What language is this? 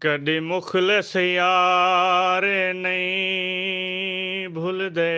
Saraiki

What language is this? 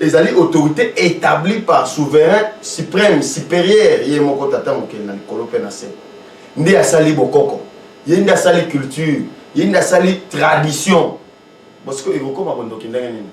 Lingala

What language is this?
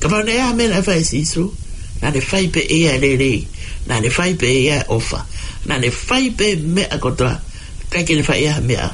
Tongan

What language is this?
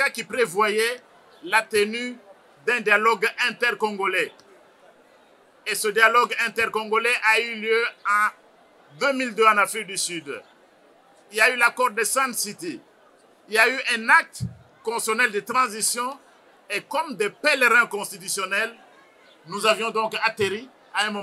French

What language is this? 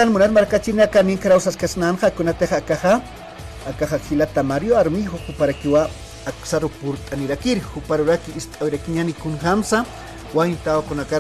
Aymara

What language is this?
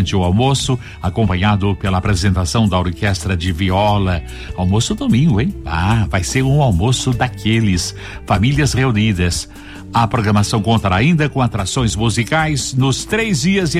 Portuguese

